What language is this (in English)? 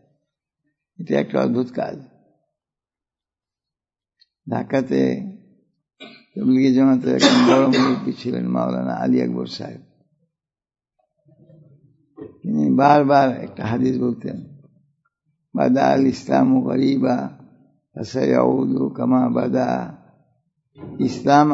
Bangla